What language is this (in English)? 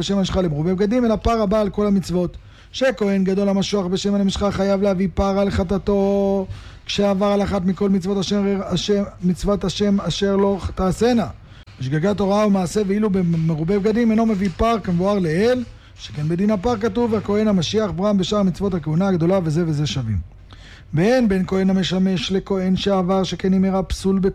Hebrew